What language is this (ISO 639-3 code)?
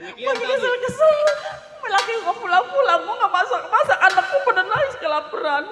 bew